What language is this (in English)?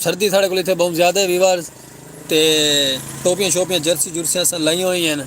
Saraiki